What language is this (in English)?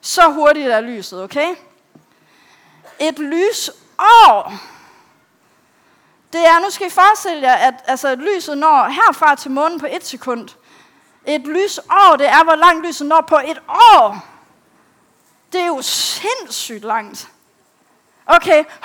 Danish